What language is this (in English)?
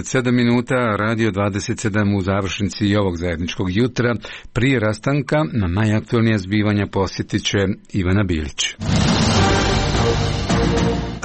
Croatian